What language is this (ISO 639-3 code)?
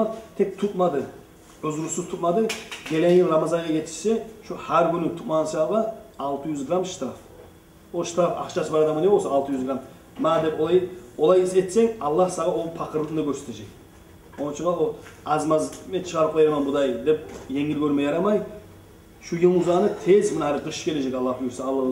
kum